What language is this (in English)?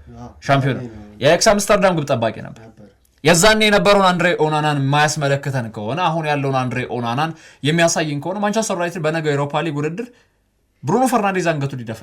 Amharic